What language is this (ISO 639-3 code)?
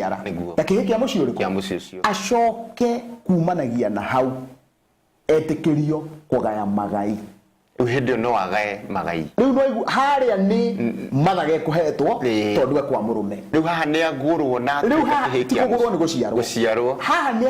kik